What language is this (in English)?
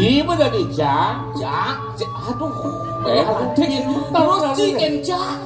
Balinese